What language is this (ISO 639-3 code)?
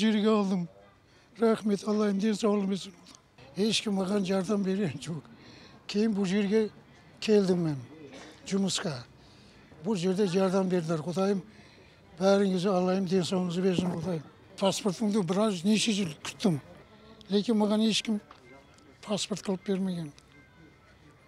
kaz